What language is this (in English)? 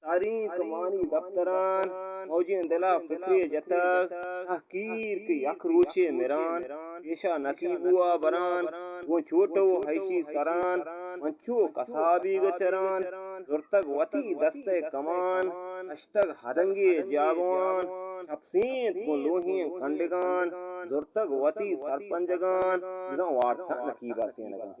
Eastern Balochi